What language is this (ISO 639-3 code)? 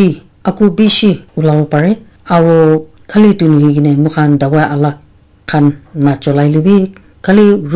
nag